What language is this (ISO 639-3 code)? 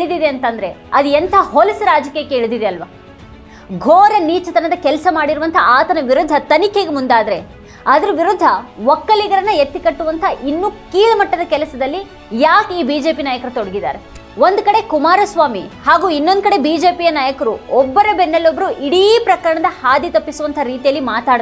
kan